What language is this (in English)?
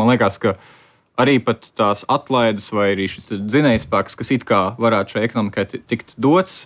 Latvian